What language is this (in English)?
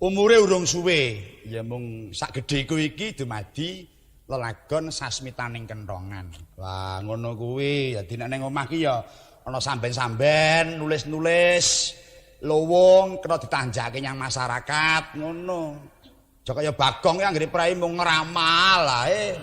Javanese